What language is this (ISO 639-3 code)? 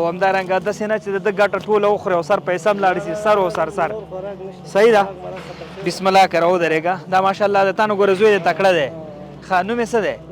pus